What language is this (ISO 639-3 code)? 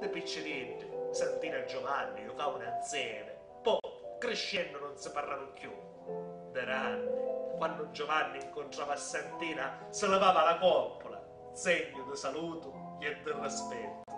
scn